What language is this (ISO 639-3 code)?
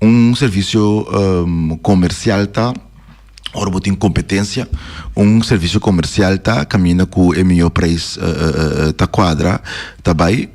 pap